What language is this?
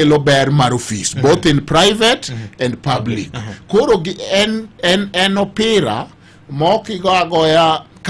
Luo (Kenya and Tanzania)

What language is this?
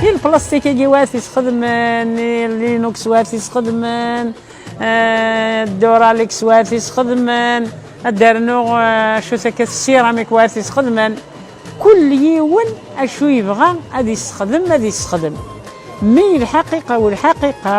Kabyle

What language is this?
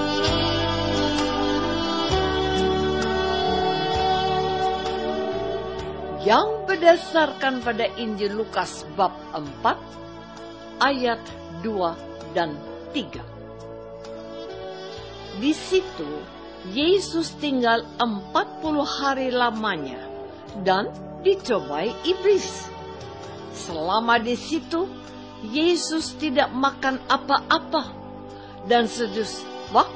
Indonesian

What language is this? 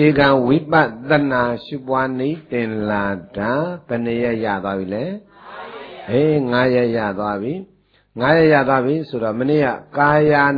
Burmese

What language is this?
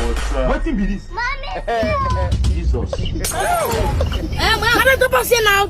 Nigerian Pidgin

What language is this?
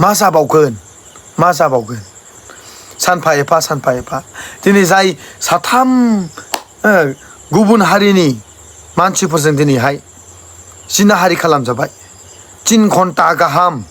Bodo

